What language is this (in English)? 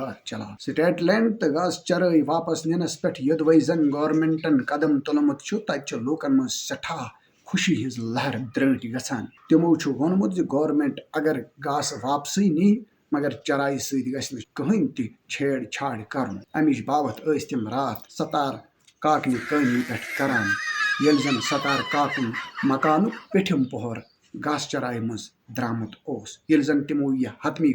Kashmiri